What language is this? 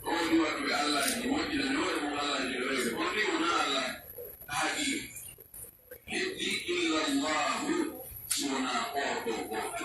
Pular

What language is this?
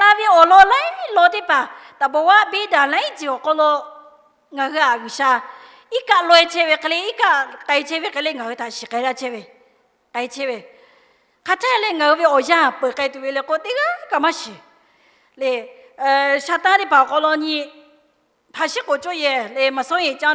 Lahu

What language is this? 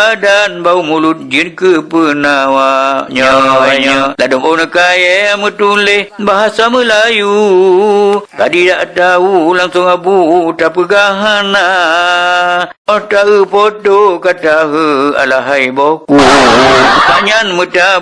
Achinese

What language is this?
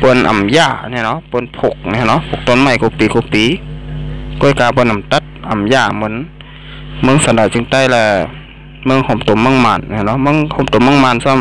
Shan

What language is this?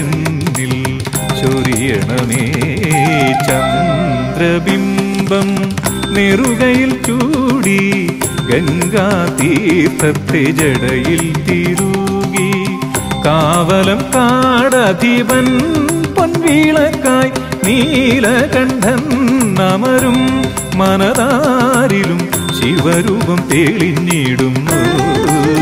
Malayalam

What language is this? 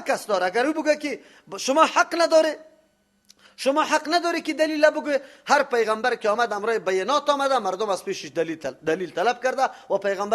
Persian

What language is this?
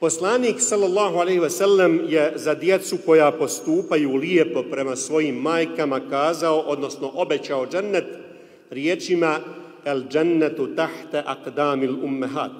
Bosnian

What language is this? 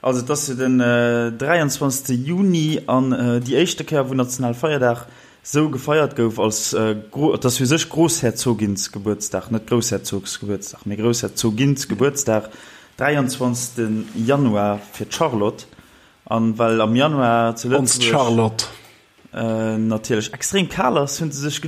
Luxembourgish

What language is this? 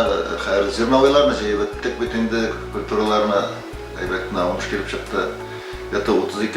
Bashkir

